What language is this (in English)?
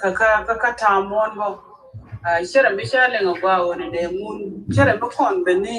Nuer